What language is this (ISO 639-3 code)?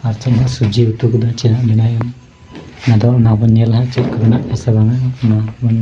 sat